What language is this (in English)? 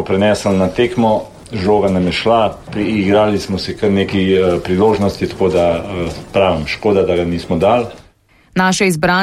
Slovenian